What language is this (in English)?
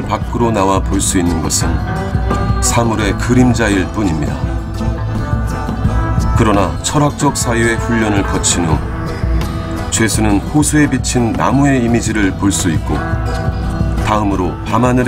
Korean